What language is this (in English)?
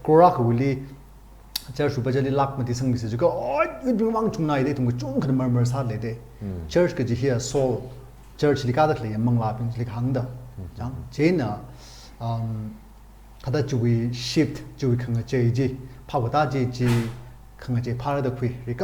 Tangkhul Naga (India)